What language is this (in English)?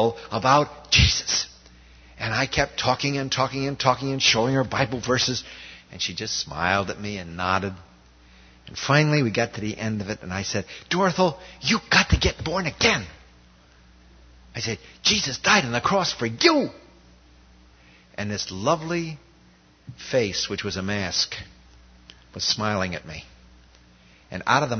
English